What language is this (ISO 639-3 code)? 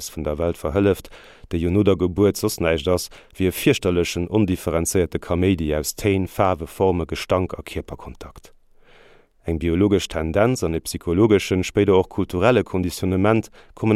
ltz